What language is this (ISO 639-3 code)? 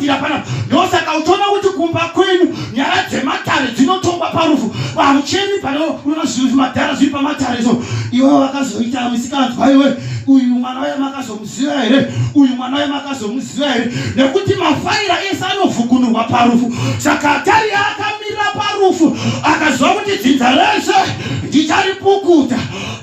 sna